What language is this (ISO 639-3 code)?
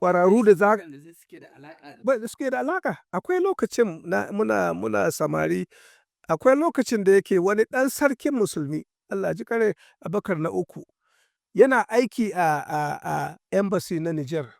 hau